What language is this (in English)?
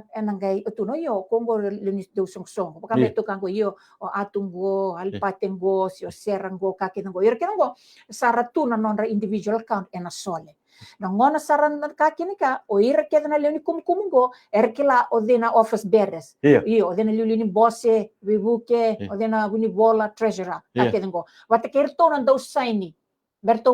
Fijian